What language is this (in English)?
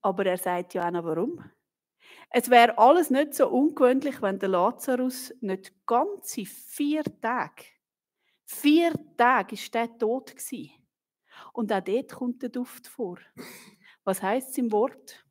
Swiss German